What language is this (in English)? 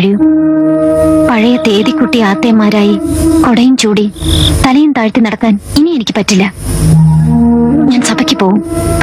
Malayalam